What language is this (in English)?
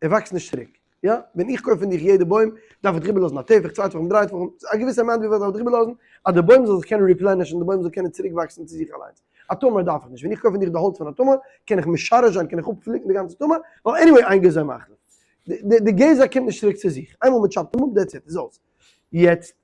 Yiddish